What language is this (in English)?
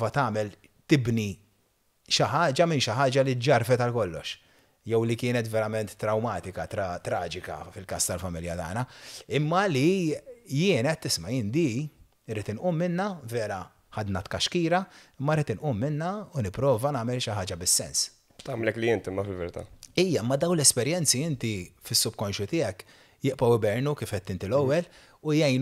Maltese